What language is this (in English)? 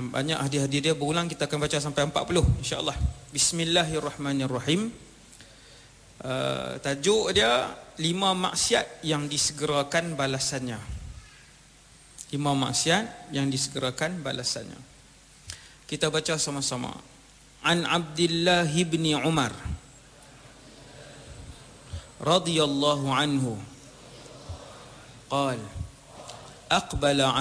Malay